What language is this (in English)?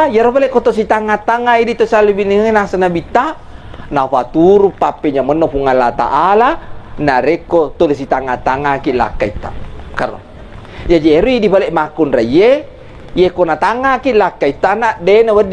Buginese